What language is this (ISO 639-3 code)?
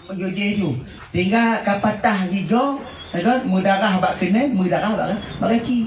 ace